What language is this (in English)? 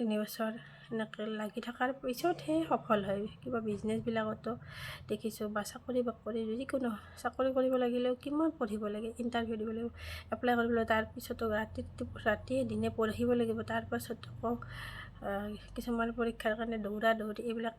Assamese